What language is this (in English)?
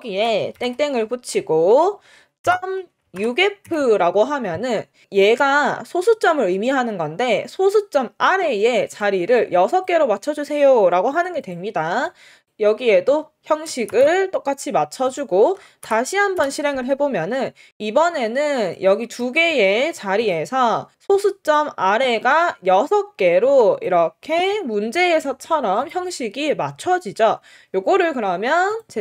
Korean